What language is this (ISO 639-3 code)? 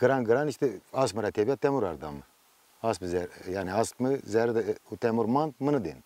zza